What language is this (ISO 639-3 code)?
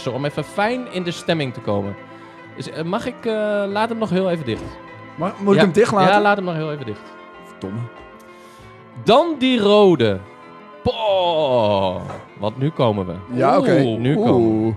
nld